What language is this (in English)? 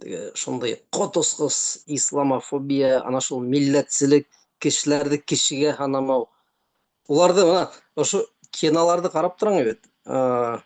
Bashkir